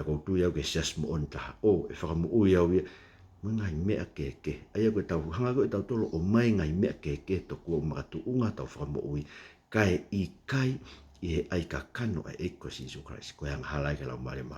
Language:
Tongan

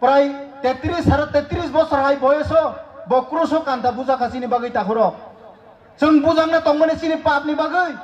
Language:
Kok Borok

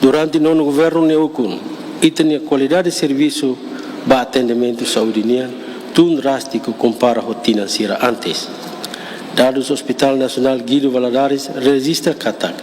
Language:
Tetum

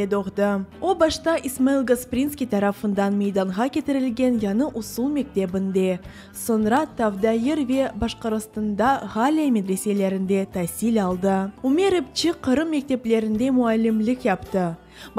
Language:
Crimean Tatar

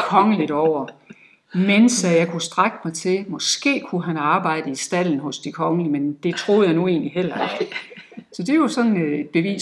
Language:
Danish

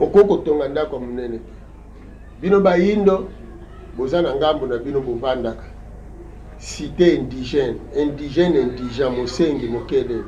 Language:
Lingala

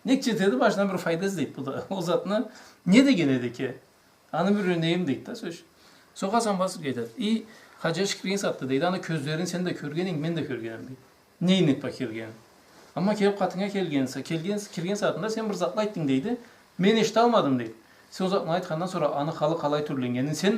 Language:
Karachay-Balkar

